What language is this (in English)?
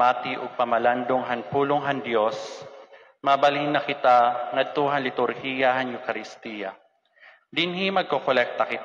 Waray